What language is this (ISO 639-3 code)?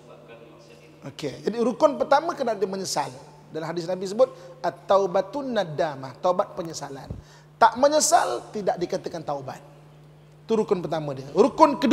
msa